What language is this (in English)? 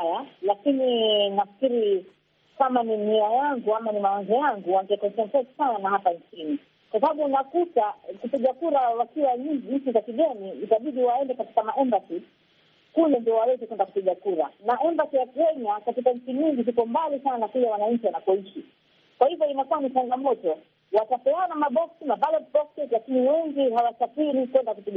Swahili